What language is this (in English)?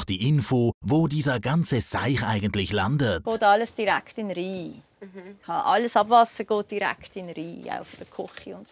Swiss German